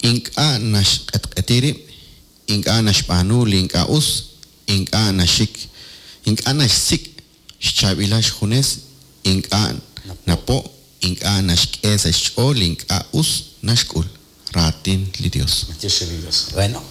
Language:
Kekchí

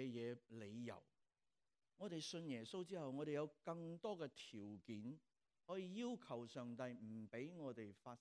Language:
Cantonese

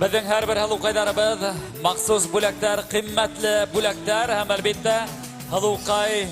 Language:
Bashkir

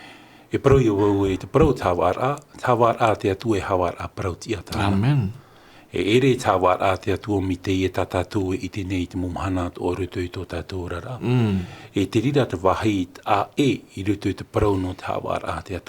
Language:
Tahitian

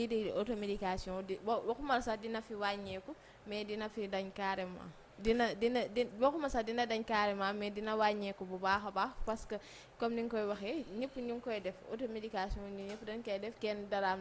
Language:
Wolof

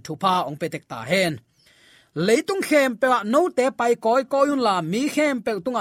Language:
Tedim Chin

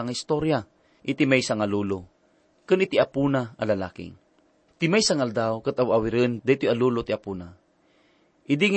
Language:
Iloko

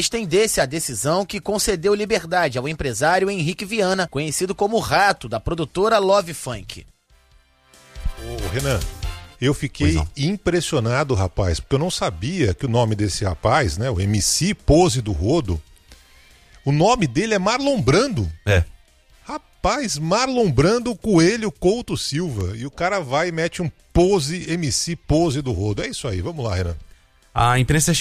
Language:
Portuguese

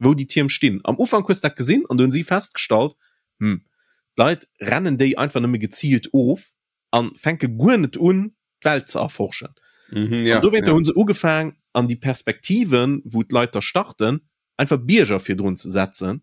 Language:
Luxembourgish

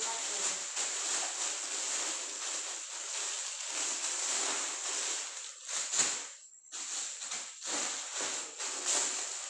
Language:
Indonesian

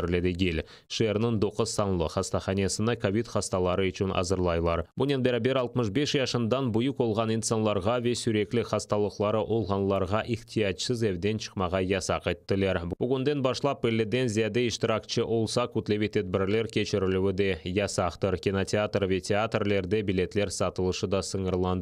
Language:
Crimean Tatar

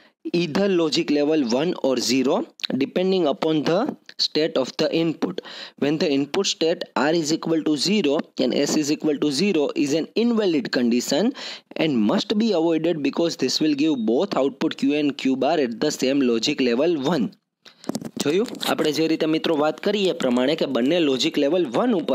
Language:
Gujarati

